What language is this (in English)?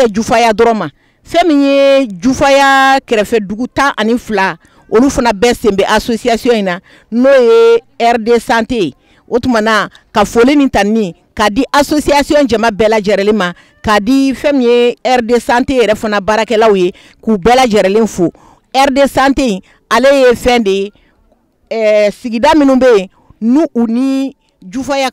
Bambara